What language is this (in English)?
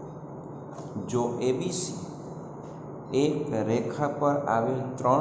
Gujarati